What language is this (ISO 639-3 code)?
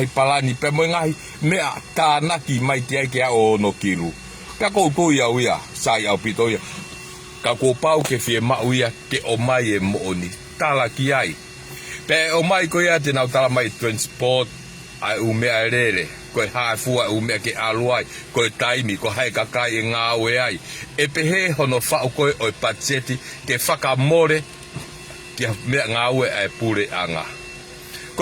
ton